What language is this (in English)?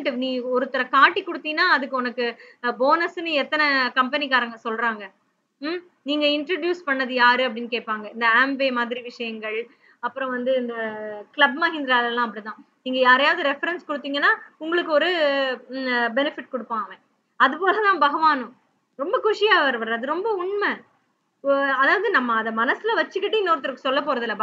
Tamil